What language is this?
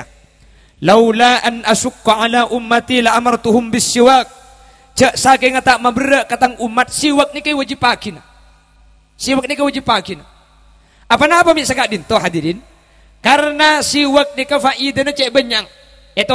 Madurese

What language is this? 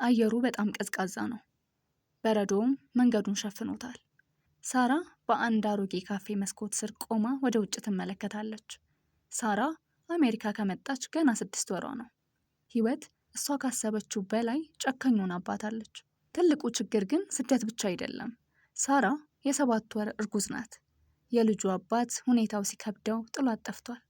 Amharic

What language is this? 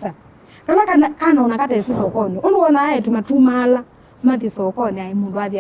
Kamba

